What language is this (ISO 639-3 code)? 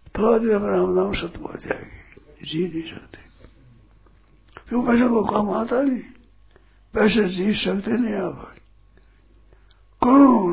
hin